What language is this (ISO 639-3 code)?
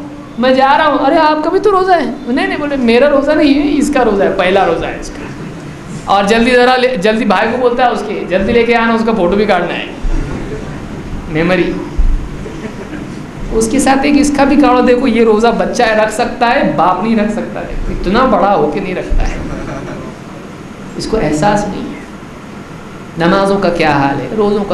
urd